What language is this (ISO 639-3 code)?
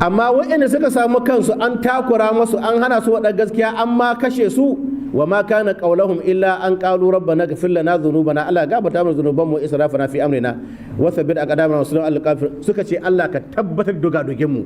hau